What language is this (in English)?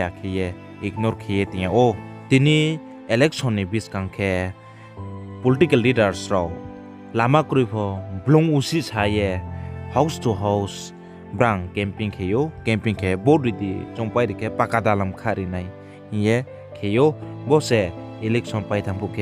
Riang (India)